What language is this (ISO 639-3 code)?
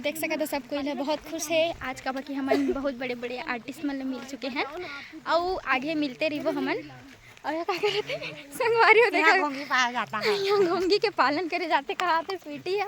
hne